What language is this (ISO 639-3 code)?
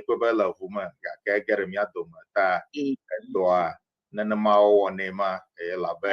ewe